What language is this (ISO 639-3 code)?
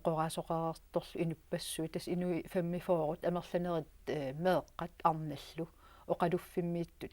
kal